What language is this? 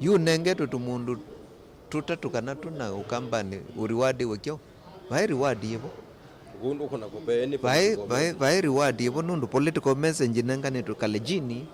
Kamba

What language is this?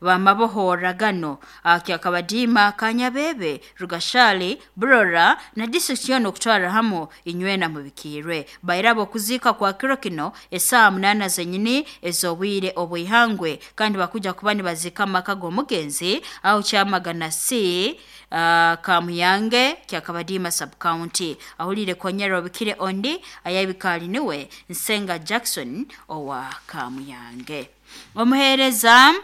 Nyoro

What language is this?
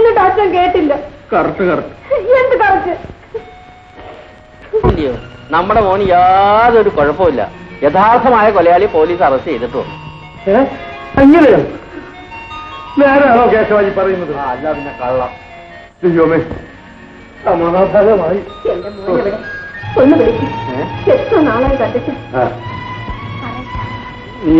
Malayalam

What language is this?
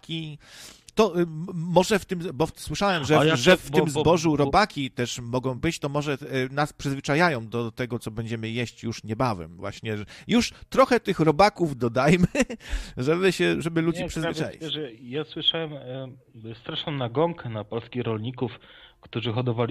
Polish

